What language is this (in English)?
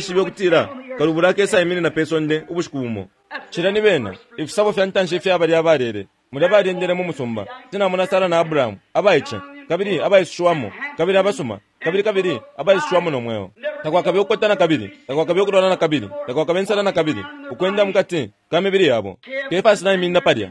Bemba